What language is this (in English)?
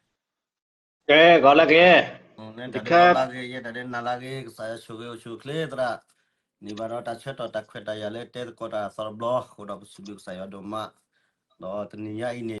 S'gaw Karen